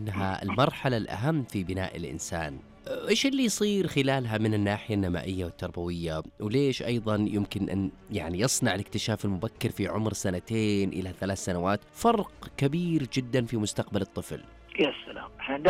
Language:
Najdi Arabic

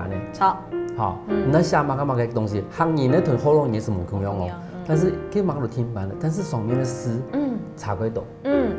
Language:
Hakka Chinese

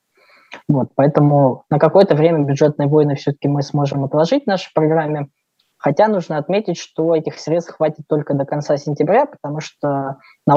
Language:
Russian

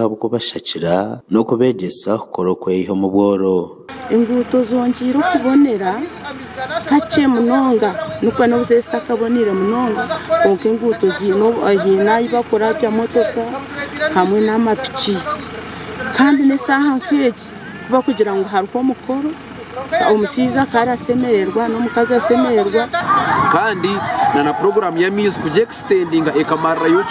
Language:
Nyankole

